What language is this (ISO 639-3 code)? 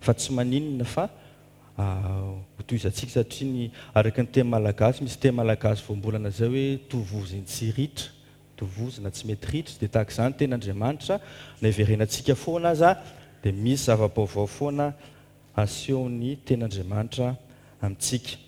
mlg